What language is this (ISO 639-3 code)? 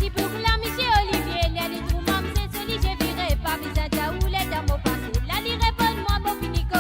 mfe